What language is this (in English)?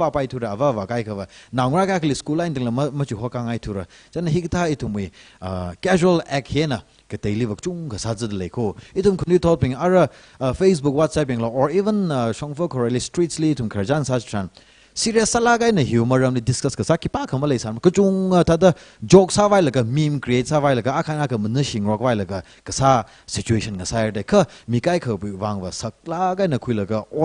Tangkhul Naga (India)